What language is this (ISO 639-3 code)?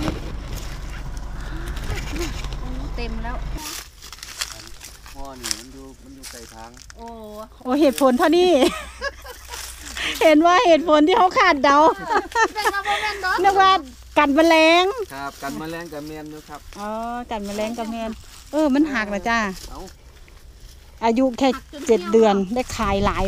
tts